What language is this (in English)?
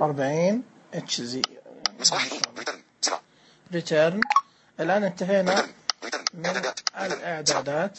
Najdi Arabic